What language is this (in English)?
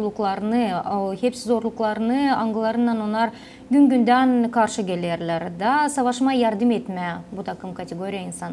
Gagauz